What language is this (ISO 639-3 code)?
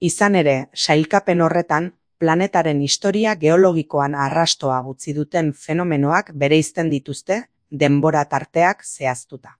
eus